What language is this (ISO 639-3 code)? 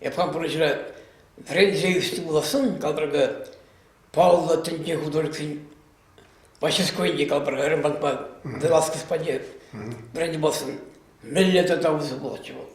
chv